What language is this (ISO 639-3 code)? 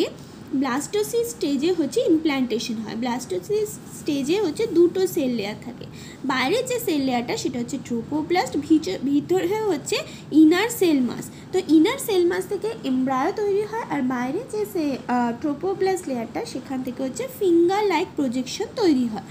ben